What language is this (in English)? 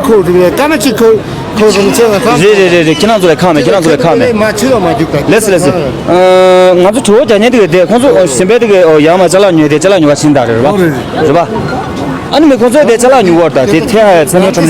Tibetan